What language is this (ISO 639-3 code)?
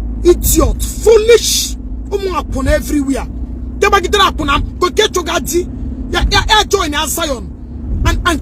ibo